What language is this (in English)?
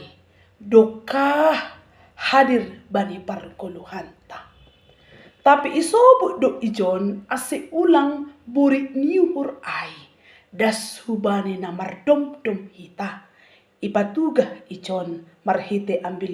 Batak Simalungun